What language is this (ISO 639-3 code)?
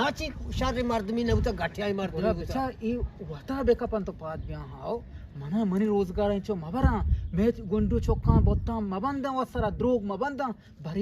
bgp